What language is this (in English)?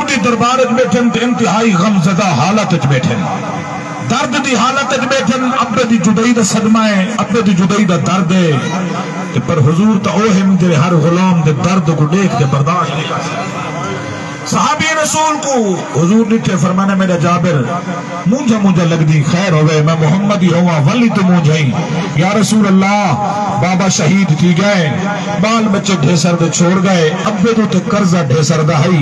Saraiki